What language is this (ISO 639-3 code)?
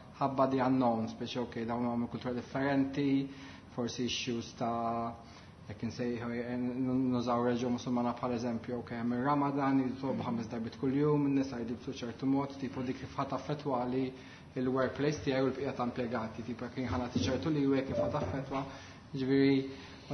mlt